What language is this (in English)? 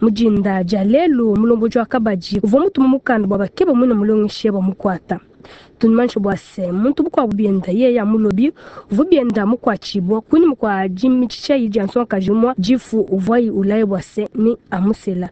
Luba-Lulua